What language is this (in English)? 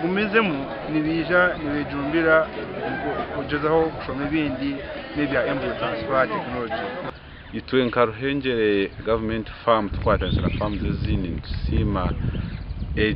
Nyankole